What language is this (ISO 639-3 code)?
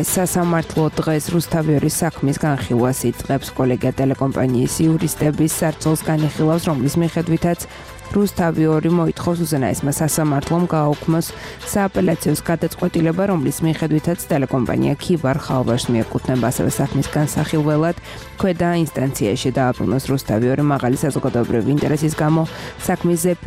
kat